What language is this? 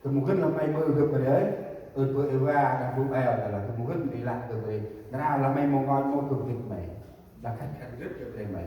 Central Mnong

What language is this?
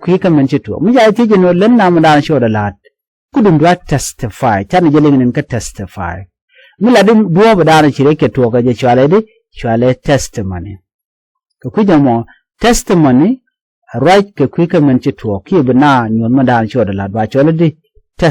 Nuer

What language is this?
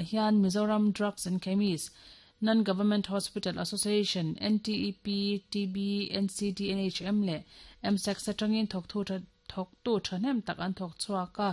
Mizo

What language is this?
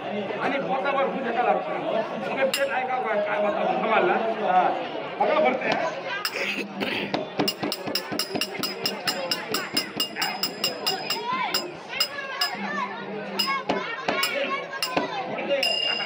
Marathi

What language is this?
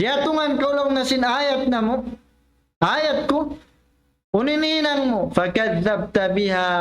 Tausug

